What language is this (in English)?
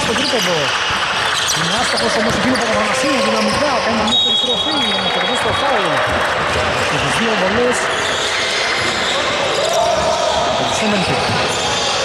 Greek